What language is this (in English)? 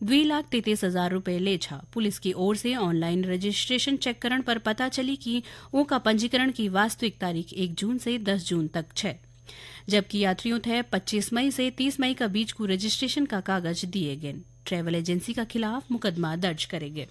Garhwali